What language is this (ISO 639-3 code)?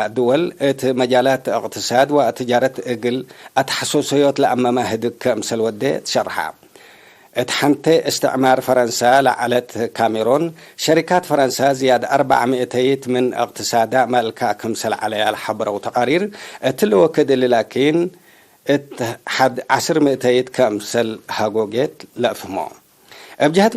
tig